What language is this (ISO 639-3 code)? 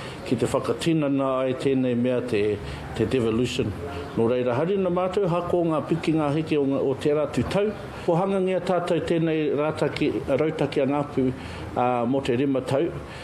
mri